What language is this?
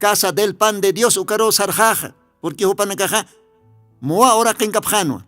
Aymara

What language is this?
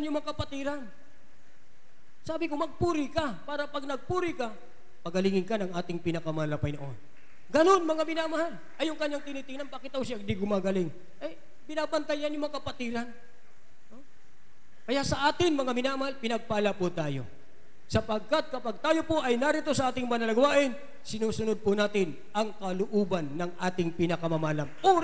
Filipino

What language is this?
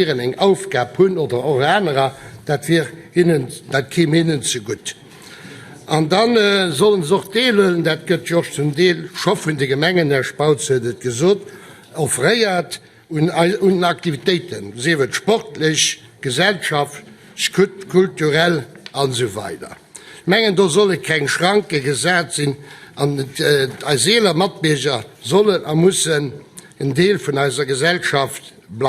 Luxembourgish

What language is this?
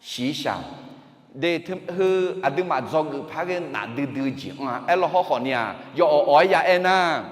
Akha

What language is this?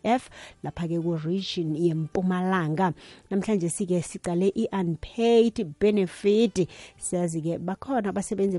South Ndebele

